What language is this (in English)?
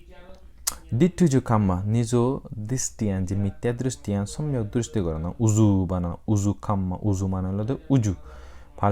Chakma